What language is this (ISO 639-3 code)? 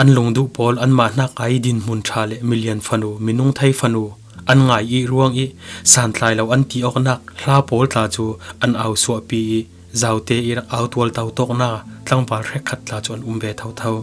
cfm